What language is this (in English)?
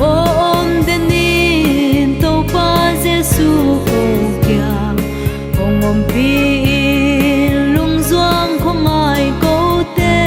Paite Chin